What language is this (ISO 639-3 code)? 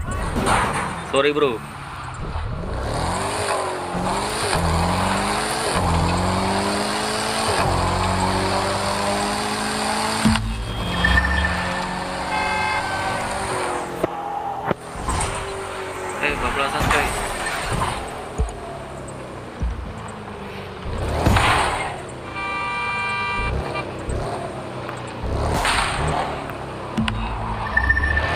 ind